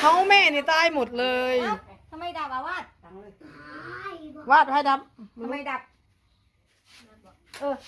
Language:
Lao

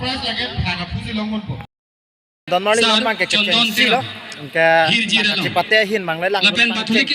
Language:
Karbi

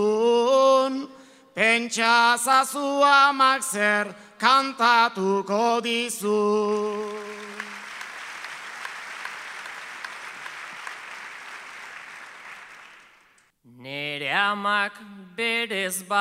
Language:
Basque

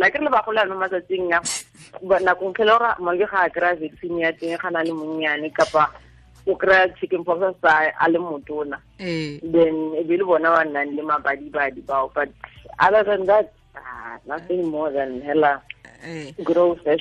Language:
Tswana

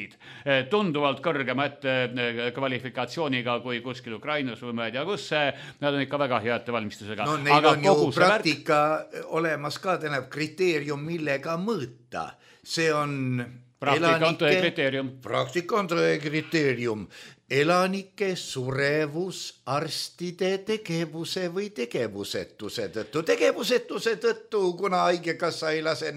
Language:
Estonian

